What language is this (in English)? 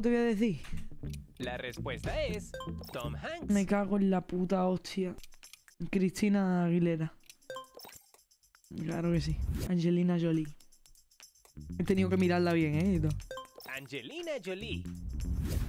Spanish